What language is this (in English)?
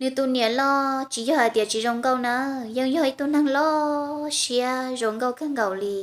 Hmong